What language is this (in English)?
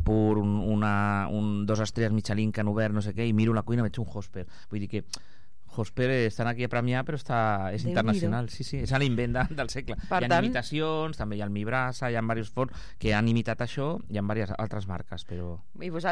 Catalan